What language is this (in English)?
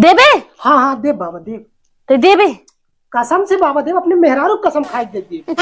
Awadhi